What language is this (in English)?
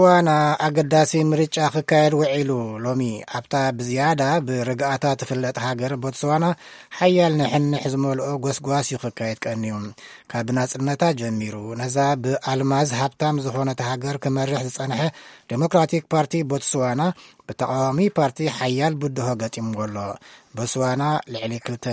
Tigrinya